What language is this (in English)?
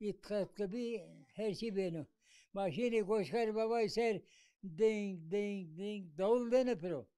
Zaza